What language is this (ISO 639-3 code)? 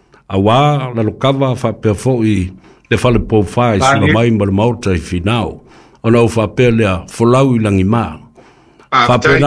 smo